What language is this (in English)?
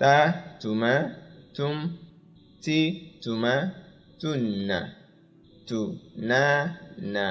Yoruba